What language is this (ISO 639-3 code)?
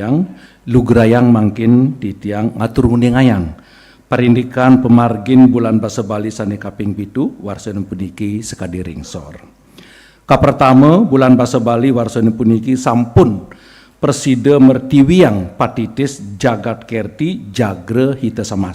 ban